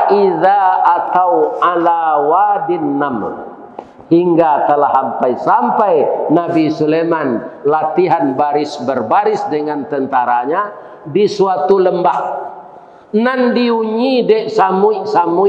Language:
Minangkabau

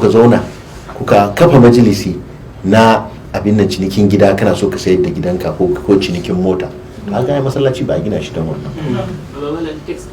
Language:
Hausa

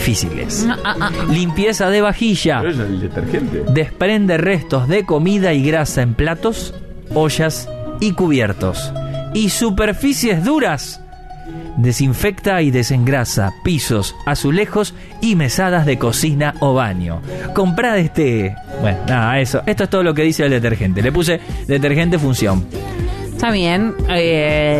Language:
Spanish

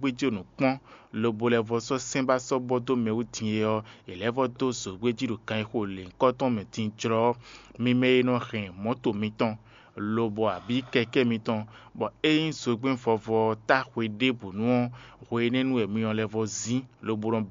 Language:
Fon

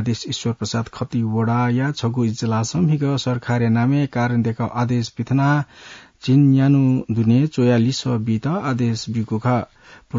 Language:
Newari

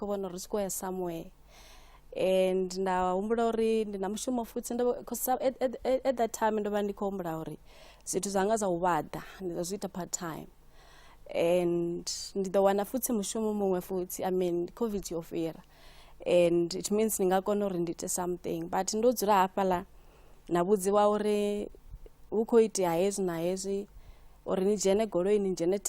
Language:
Venda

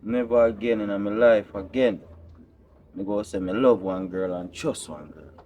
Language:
Jamaican Creole English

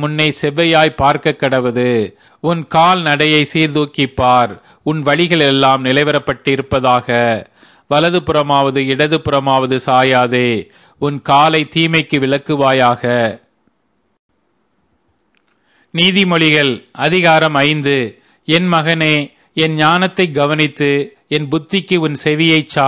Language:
Tamil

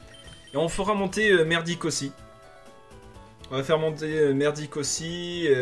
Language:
French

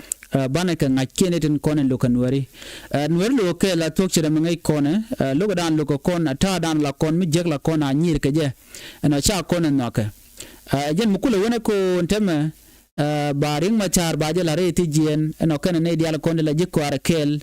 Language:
Nuer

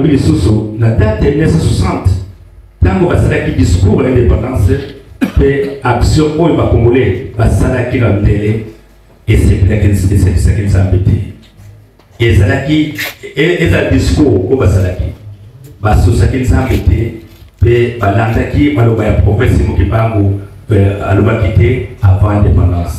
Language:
Lingala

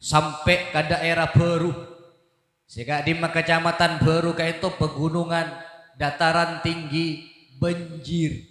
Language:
Madurese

